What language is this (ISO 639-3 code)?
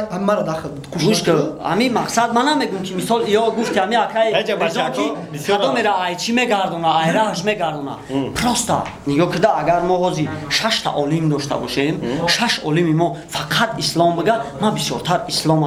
tgk